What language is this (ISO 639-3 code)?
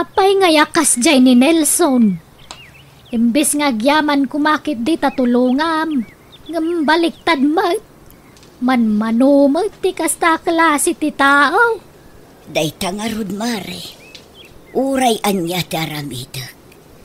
ilo